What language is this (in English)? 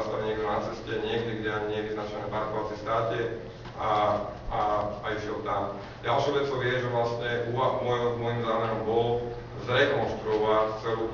Slovak